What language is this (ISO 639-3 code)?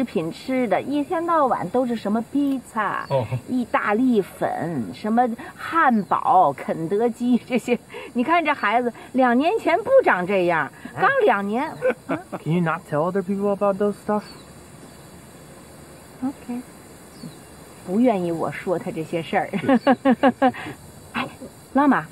zho